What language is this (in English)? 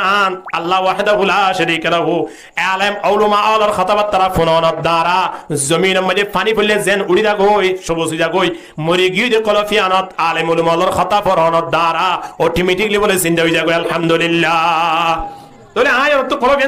Rohingya